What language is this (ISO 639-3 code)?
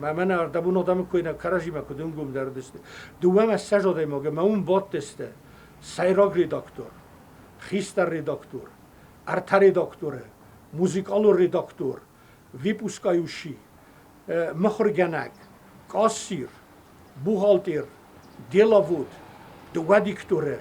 oss